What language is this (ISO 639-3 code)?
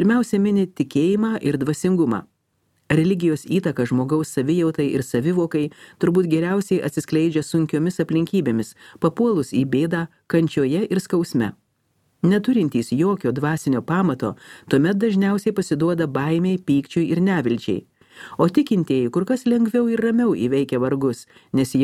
lit